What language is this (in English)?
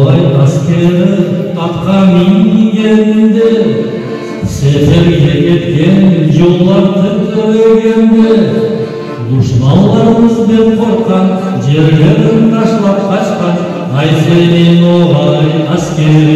Crimean Tatar